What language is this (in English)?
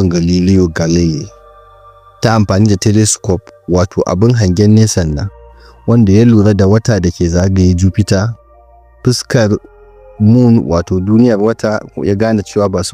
Hausa